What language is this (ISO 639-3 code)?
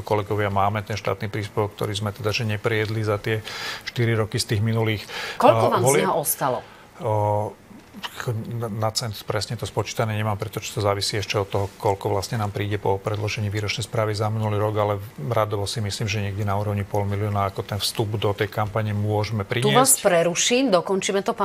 slk